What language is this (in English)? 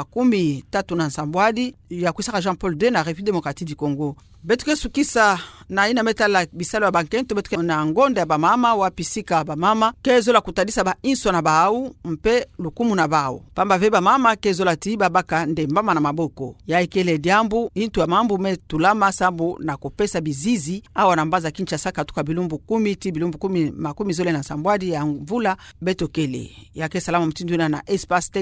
Kituba (Democratic Republic of Congo)